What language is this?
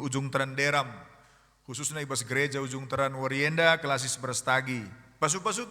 Batak Karo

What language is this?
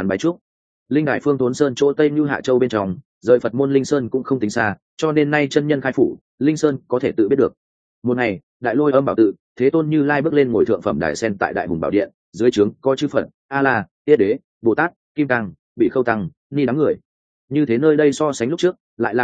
Vietnamese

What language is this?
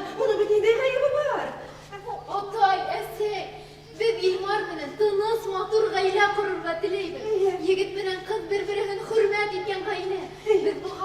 Bashkir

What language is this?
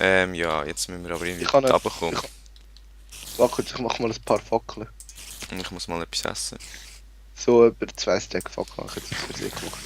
Swiss German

